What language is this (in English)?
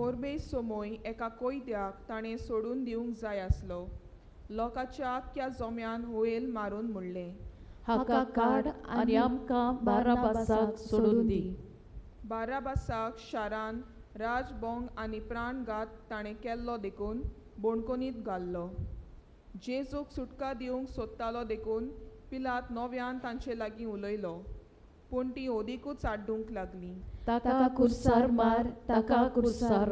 Konkani